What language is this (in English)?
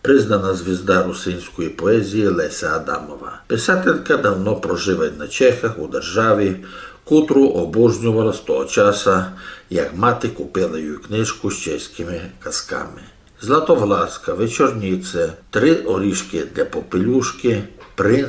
Rusyn